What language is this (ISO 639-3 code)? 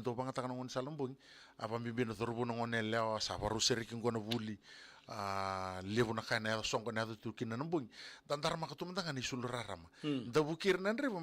fij